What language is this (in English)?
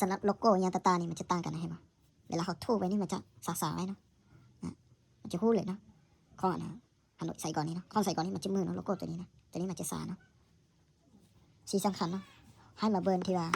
Lao